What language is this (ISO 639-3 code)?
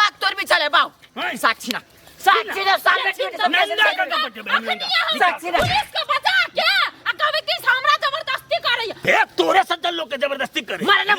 mai